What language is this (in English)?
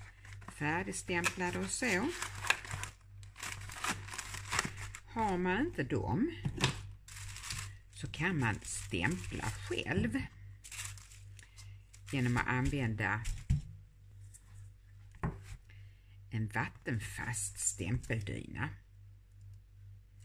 Swedish